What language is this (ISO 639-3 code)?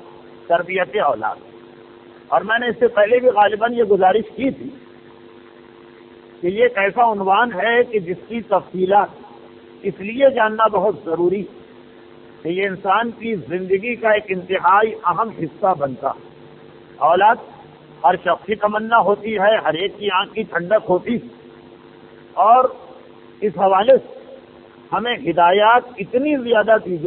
urd